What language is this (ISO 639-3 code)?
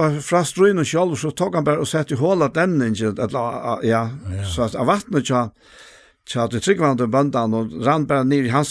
fao